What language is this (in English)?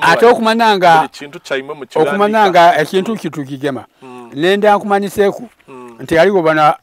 Soga